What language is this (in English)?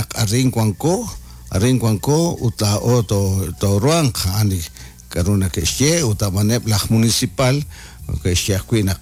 Kekchí